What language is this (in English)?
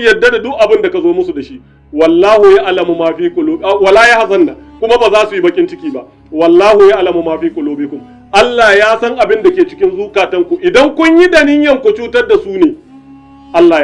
Hausa